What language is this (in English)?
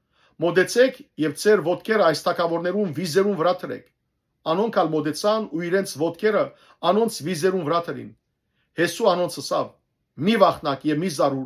Western Armenian